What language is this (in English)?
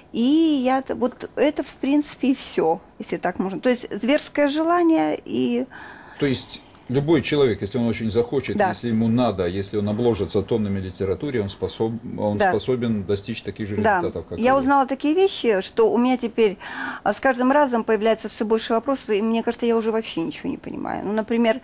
Russian